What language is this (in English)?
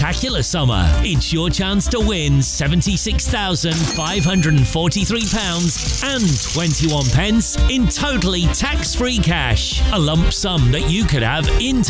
English